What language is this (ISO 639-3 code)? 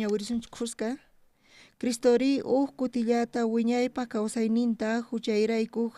quh